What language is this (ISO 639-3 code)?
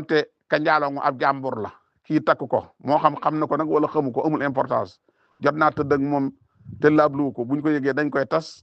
wol